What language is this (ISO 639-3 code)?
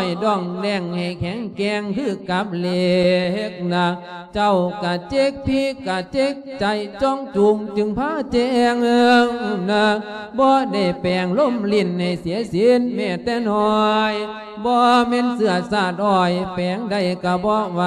lao